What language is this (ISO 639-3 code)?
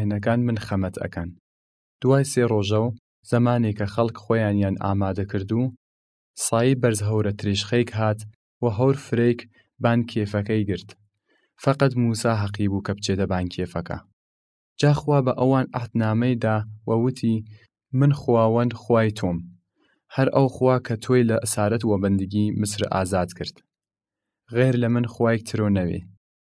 sdh